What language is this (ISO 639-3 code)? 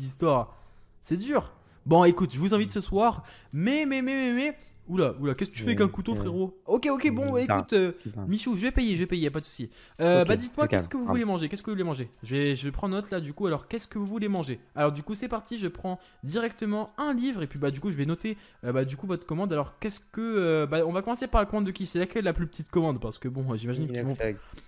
fra